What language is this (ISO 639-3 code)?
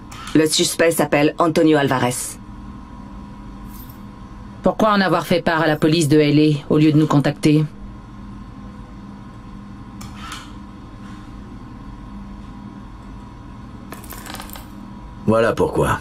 fra